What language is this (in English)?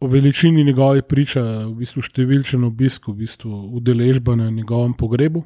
Slovenian